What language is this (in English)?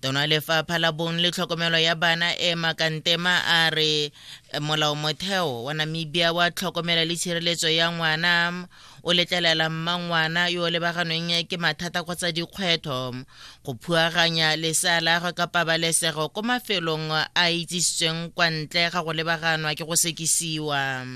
Tswana